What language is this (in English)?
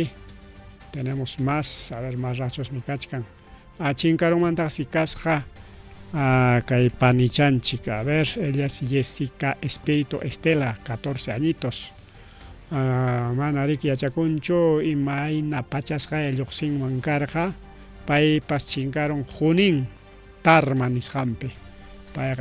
Ayacucho Quechua